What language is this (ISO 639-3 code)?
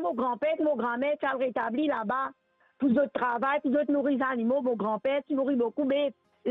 mfe